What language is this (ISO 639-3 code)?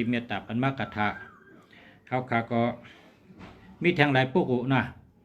shn